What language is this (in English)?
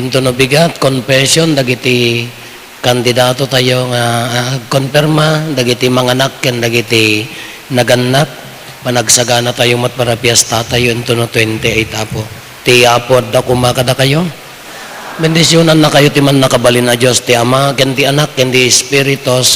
Iloko